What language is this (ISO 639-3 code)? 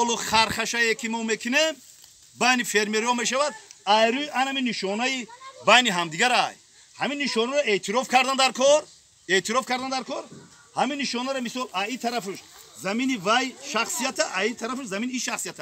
tgk